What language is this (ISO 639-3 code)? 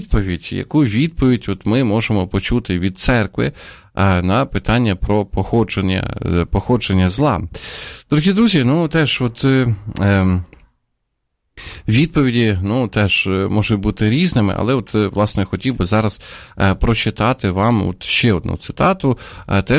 ukr